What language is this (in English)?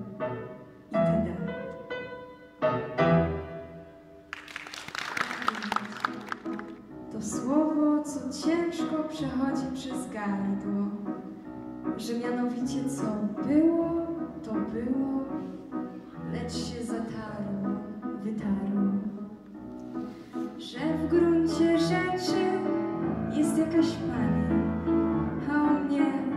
Polish